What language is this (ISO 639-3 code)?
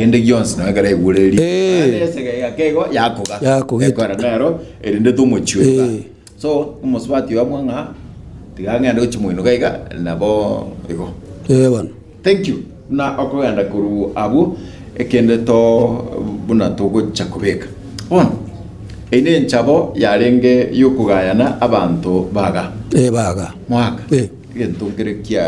guz